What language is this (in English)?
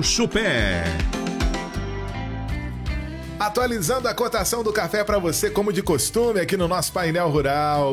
Portuguese